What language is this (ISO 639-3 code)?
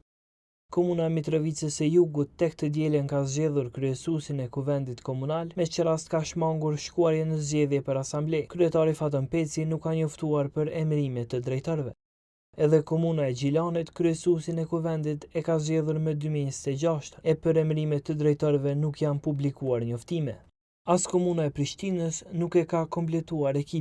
sqi